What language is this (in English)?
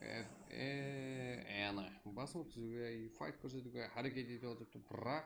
Kara-Kalpak